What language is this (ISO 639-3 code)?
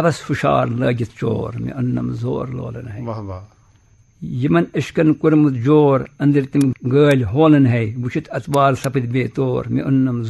kas